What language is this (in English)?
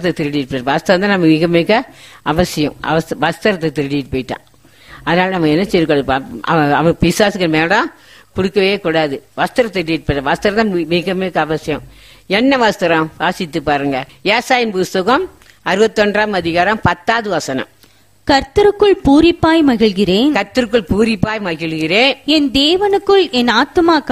Tamil